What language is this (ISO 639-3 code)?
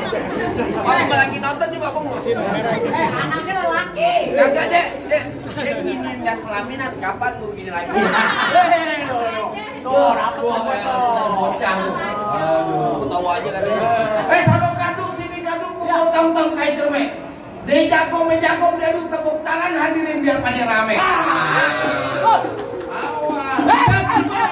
bew